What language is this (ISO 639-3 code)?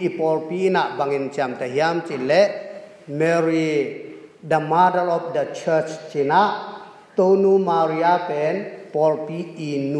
ctd